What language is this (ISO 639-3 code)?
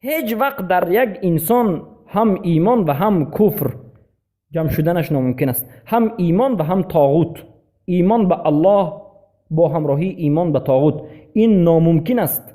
fas